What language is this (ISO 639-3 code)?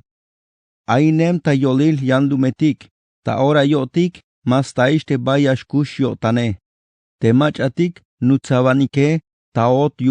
tzh